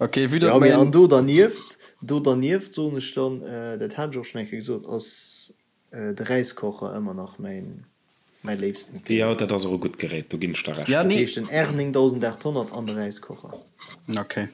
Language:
Luxembourgish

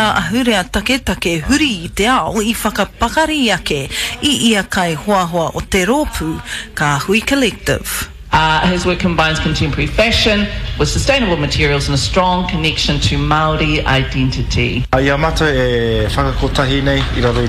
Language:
Māori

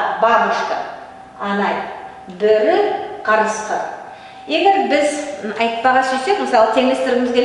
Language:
Nogai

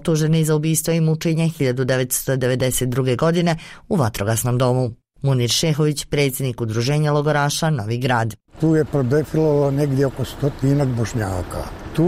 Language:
Bosnian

